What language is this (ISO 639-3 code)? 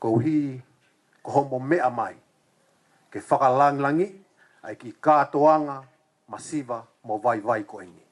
ton